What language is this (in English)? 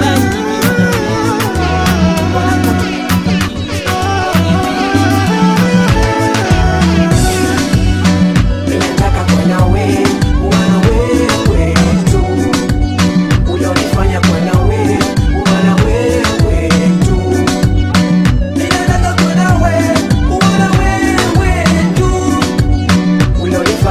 Swahili